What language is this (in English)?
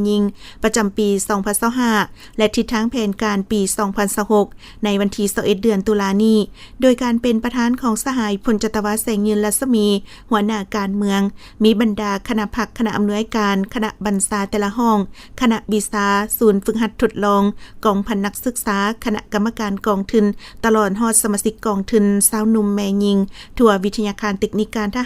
Lao